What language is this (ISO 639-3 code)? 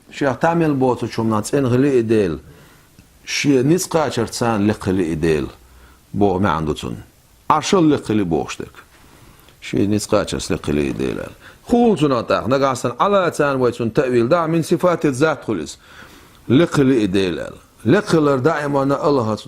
che